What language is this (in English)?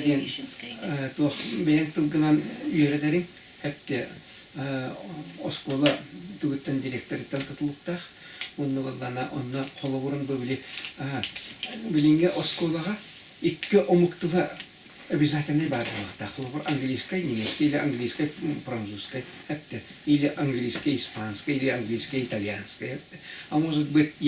Yakut